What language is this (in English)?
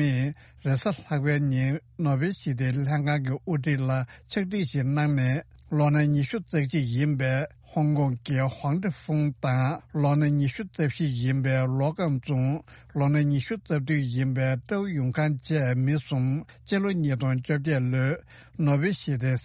Tibetan